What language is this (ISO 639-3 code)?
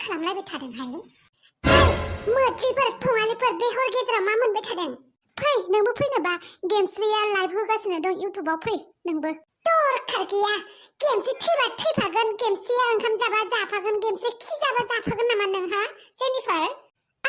brx